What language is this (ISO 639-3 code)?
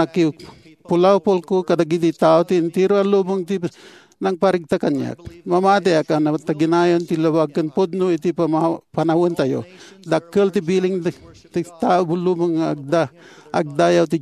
ilo